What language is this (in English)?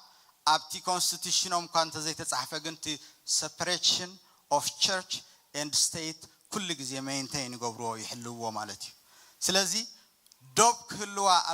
Tigrinya